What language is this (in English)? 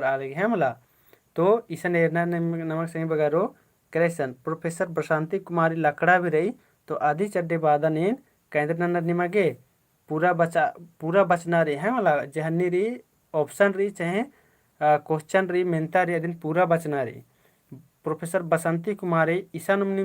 Kurukh